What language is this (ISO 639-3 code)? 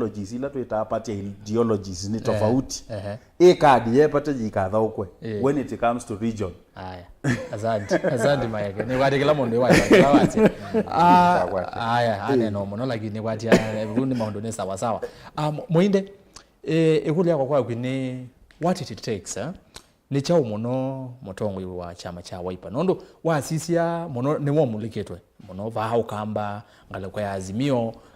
kam